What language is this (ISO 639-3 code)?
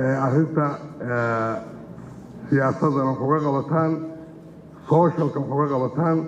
som